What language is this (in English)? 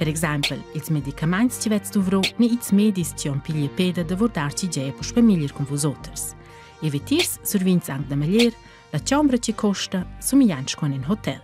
Romansh